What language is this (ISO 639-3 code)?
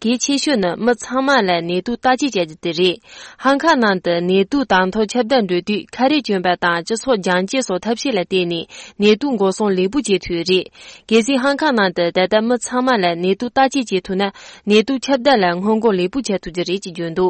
bod